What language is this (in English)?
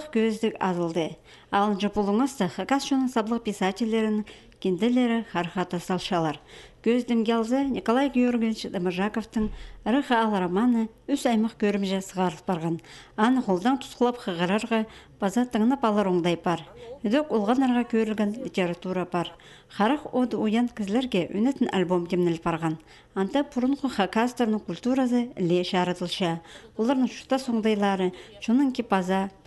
Khakas